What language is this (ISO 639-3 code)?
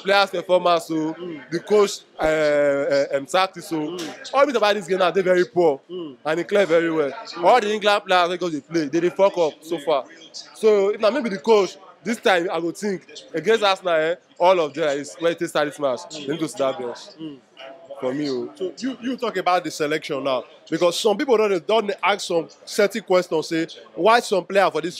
pcm